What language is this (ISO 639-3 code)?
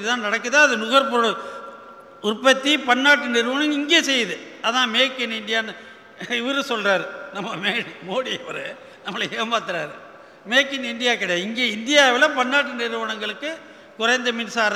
tam